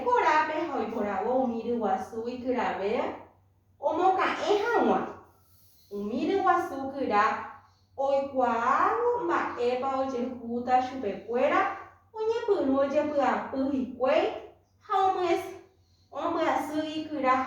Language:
Guarani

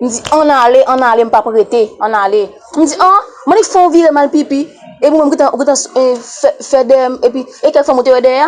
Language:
Haitian Creole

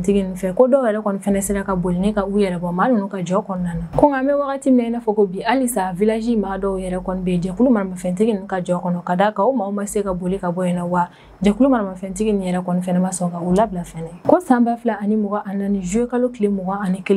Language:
Bambara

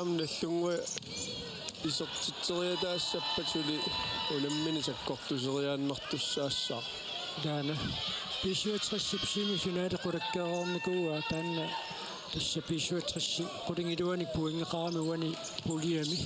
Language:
Kalaallisut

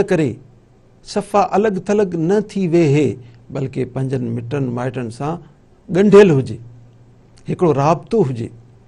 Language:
Sindhi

